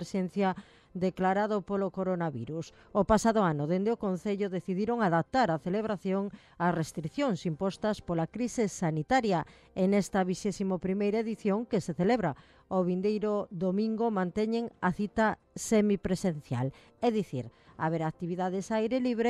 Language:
Galician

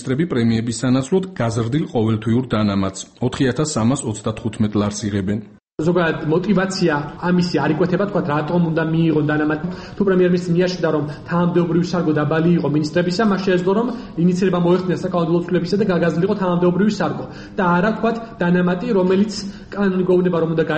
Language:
Georgian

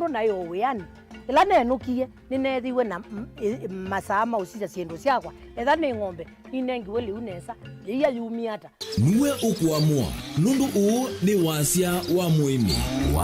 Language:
Kamba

